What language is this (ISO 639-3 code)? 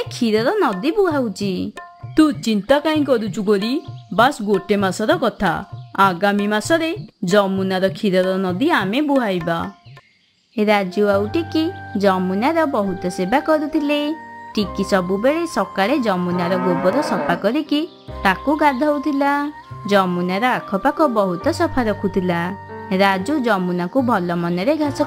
ori